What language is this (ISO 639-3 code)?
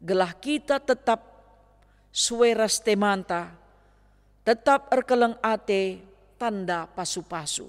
btx